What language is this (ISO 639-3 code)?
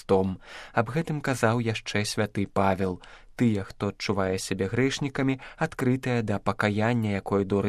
bel